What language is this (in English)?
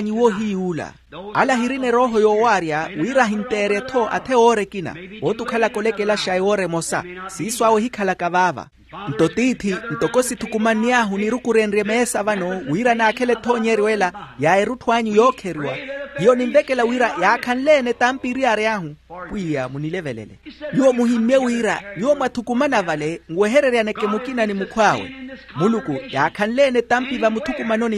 Makhuwa